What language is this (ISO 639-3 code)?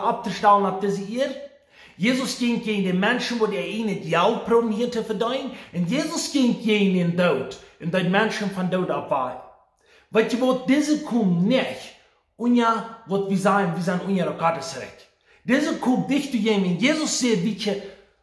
pdt